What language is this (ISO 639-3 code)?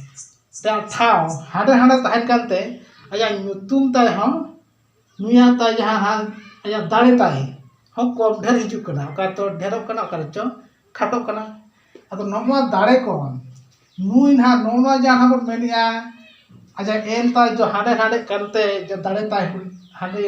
sat